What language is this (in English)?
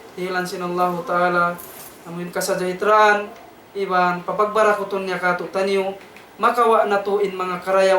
Tausug